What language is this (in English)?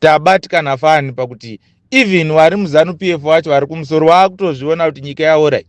Shona